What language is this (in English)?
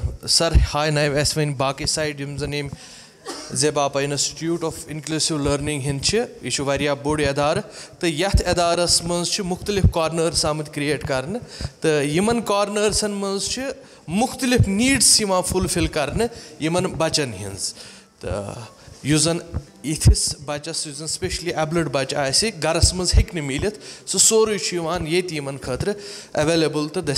Kashmiri